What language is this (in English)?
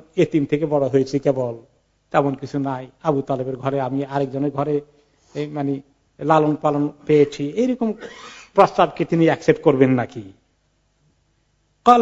Bangla